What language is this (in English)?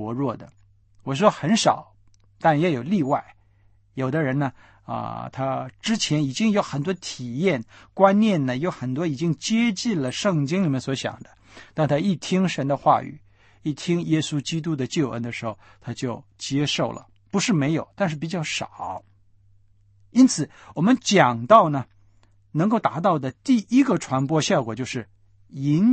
Chinese